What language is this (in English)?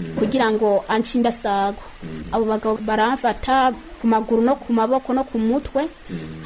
Rundi